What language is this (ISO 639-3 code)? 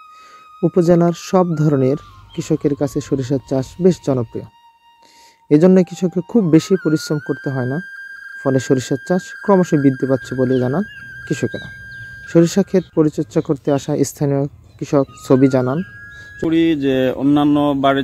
ben